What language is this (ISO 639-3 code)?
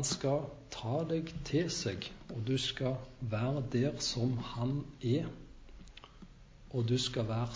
nor